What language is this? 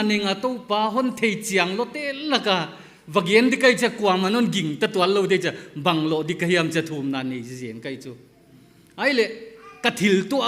Paite Chin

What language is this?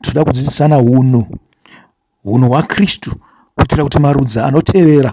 Shona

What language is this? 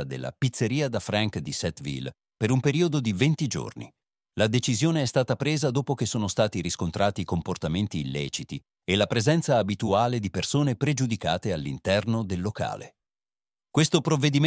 Italian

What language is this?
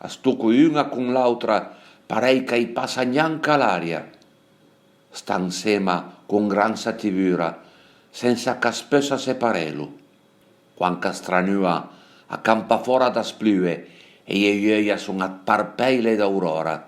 Piedmontese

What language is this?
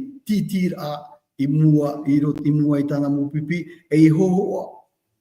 Tahitian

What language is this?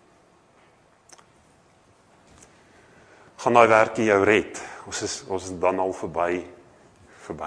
Afrikaans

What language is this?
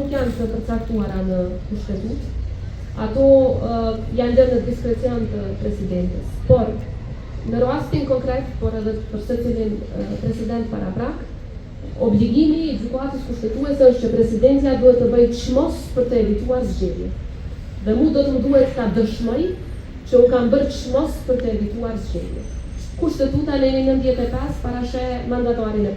Albanian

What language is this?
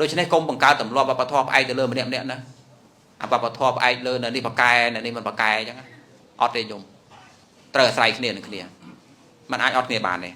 Khmer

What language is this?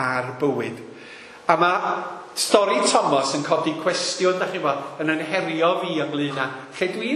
Welsh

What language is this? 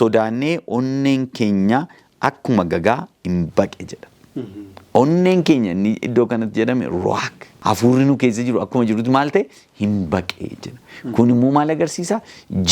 Oromo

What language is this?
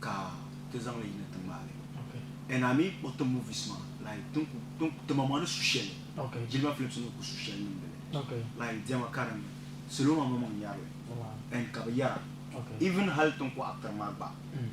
Dagbani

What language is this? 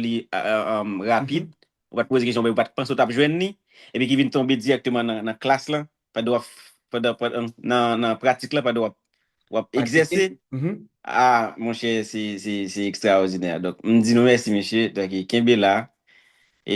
Haitian Creole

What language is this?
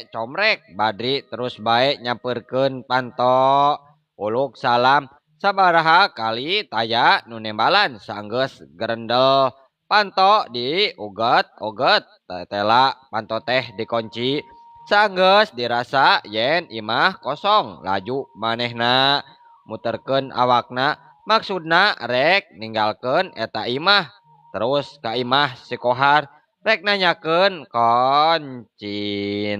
Sundanese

